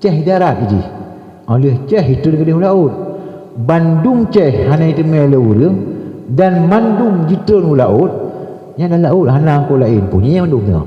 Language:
Achinese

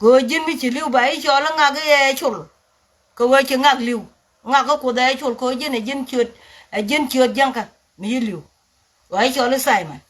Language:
Nuer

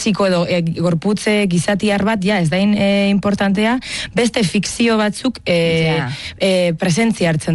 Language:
Basque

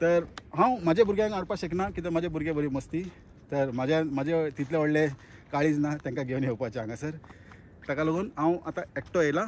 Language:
Konkani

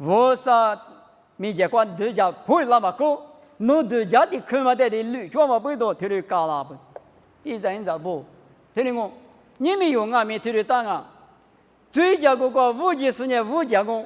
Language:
Lisu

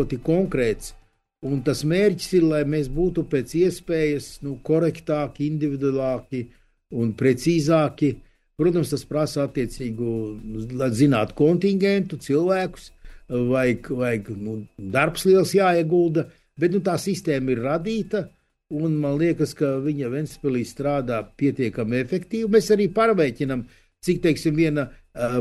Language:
Latvian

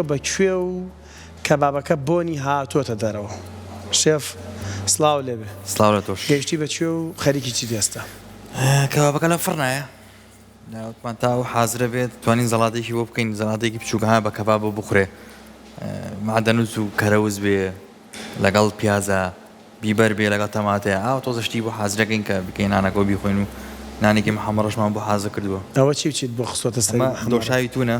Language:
Central Kurdish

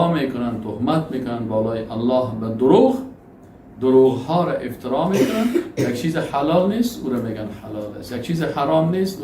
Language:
Persian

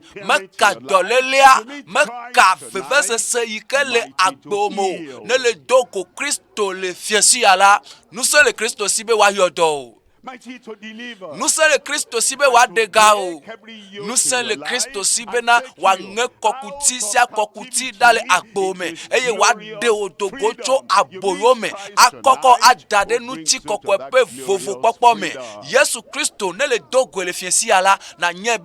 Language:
Ewe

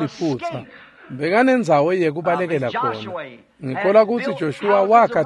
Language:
Swati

